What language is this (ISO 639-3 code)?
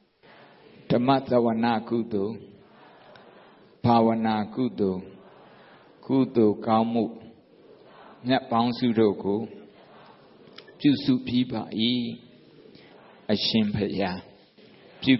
mya